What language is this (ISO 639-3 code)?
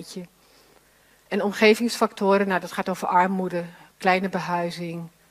nld